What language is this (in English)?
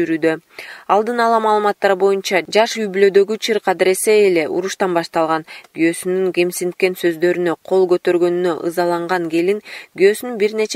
Kyrgyz